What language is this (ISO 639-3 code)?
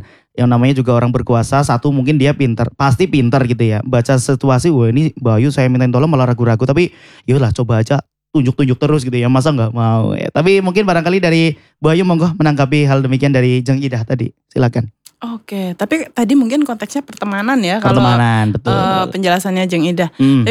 ind